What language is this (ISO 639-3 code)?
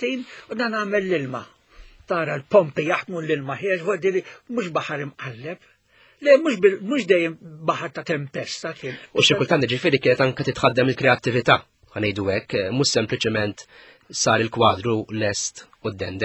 mlt